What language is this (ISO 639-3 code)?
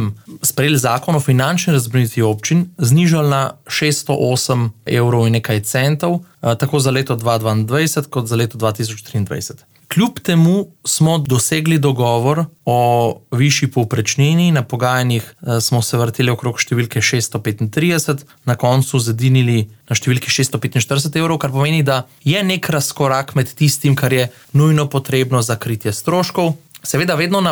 slv